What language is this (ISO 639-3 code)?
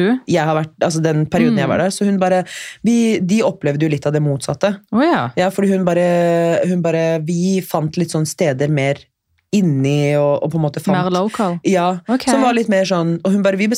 nor